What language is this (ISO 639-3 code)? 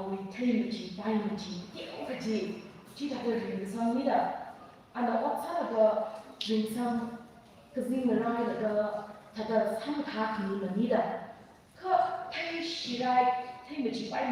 nmf